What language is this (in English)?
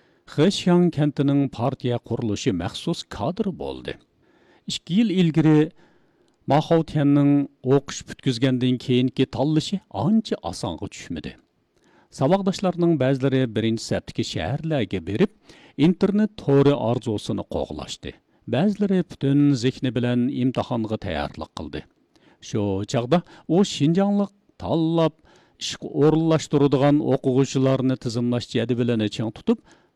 Uyghur